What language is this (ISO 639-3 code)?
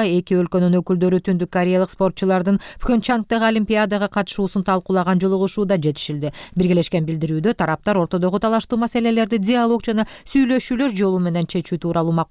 kir